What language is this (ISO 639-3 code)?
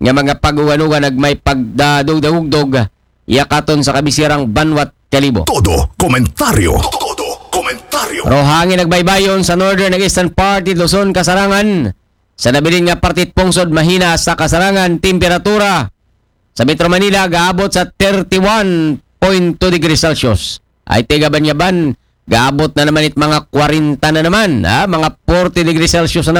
akl